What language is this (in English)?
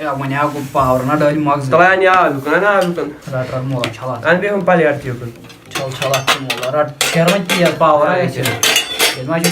Kashmiri